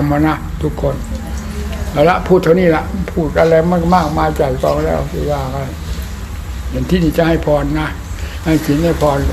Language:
Thai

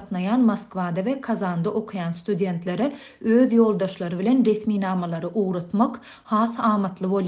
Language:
Turkmen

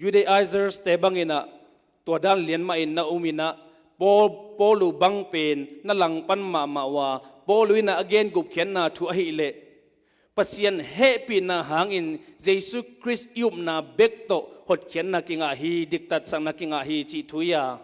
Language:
Tedim Chin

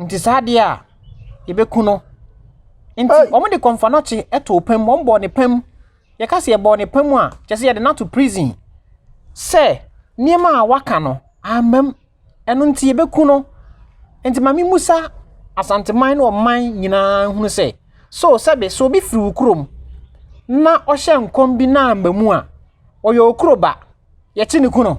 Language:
Akan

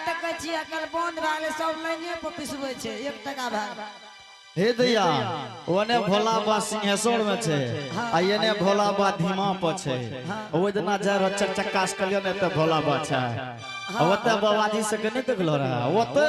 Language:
Angika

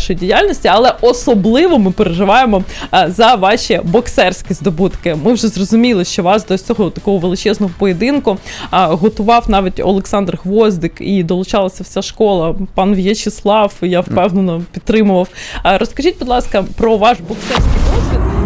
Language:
Ukrainian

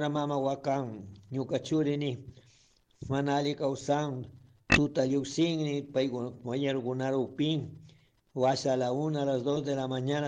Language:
Chimborazo Highland Quichua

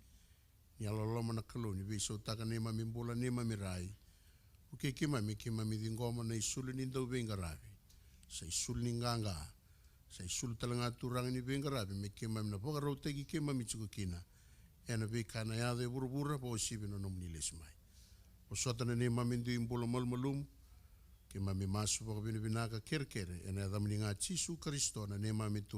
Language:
Fijian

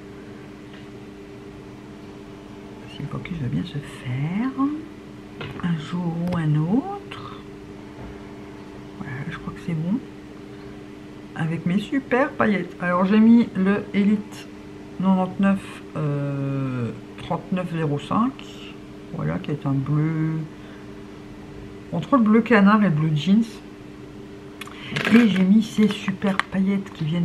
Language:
French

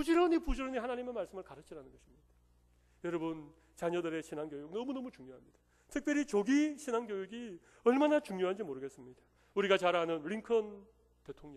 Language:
Korean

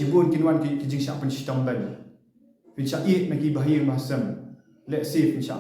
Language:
Khasi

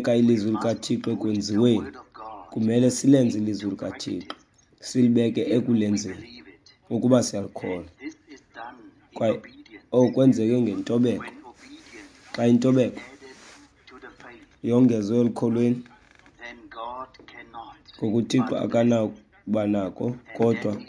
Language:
Xhosa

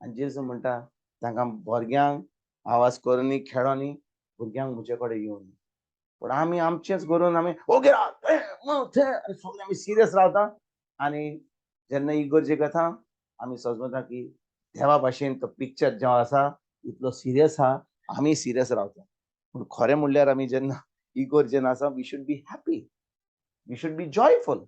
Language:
Konkani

